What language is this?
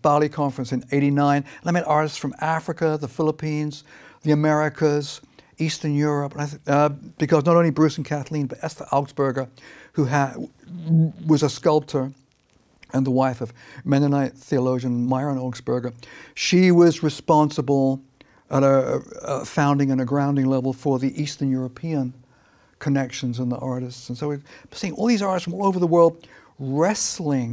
English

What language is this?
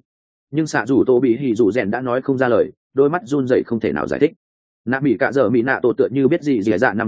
Vietnamese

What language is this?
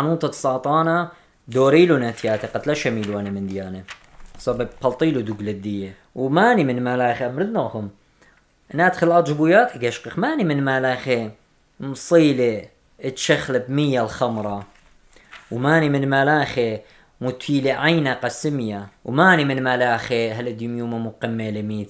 Assyrian Neo-Aramaic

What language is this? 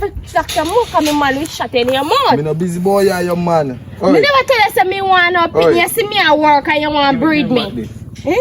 Jamaican Creole English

